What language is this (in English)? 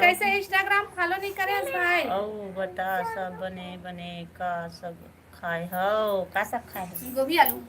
Chhattisgarhi